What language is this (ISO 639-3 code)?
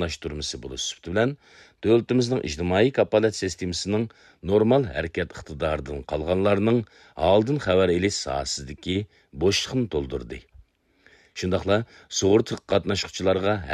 uig